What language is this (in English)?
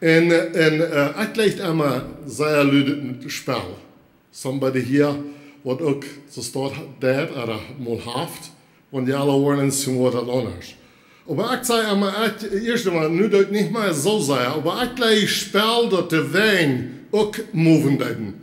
Plautdietsch